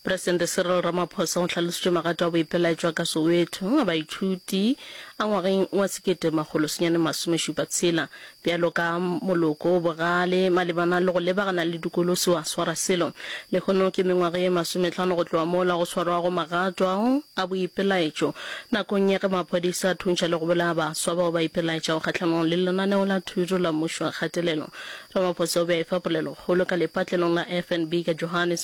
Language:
Northern Sotho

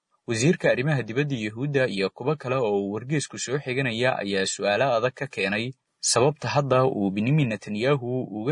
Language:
Somali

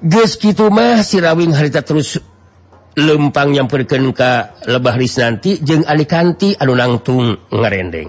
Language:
Sundanese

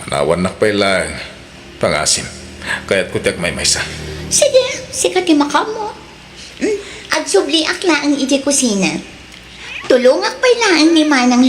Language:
Iloko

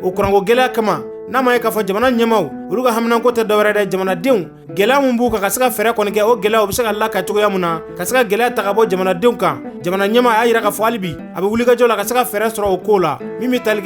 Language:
Bambara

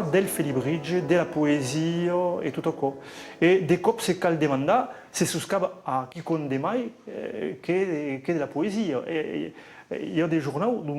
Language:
Occitan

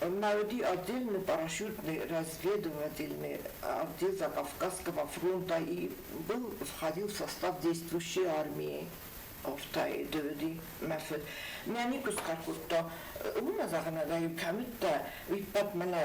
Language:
Ossetic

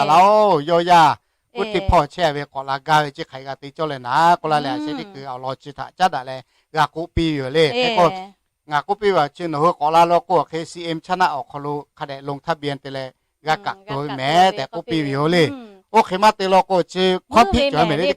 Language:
Lahu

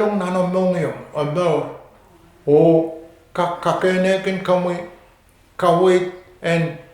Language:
Pohnpeian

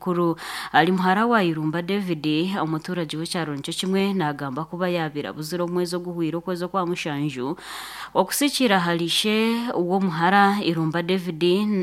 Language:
Nyankole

